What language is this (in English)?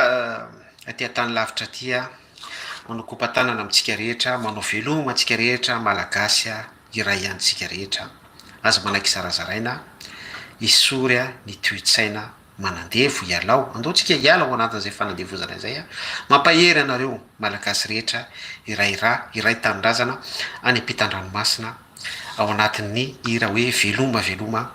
Malagasy